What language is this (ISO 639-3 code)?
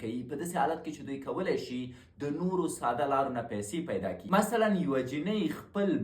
pus